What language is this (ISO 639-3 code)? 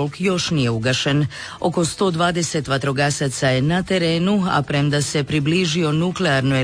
hrv